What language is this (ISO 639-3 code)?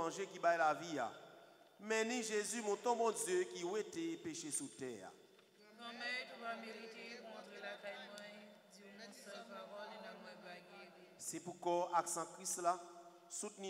fra